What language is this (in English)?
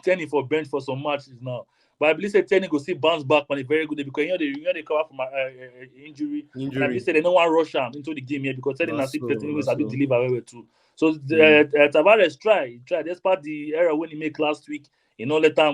Nigerian Pidgin